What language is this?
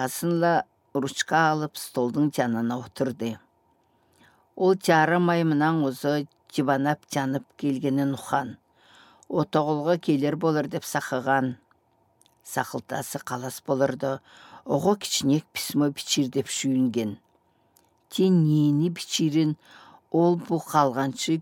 Southern Altai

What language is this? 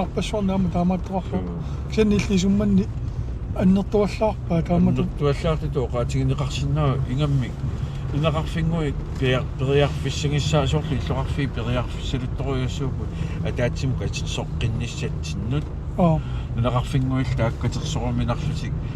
Kalaallisut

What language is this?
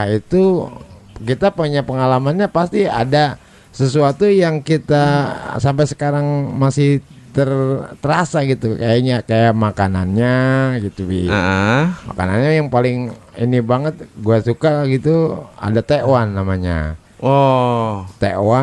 Betawi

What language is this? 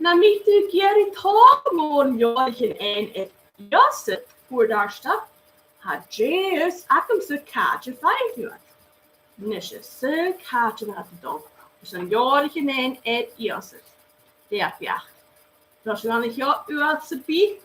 Scottish Gaelic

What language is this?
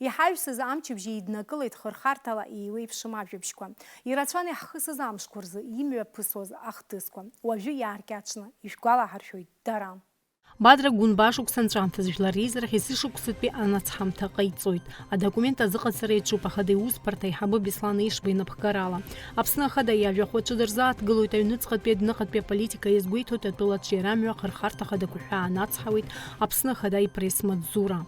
Abkhazian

